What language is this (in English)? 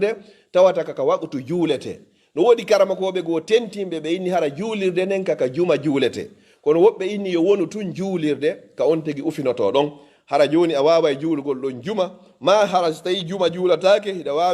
Fula